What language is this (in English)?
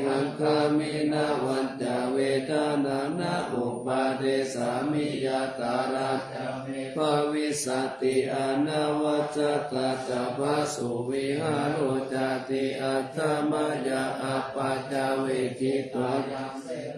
Pali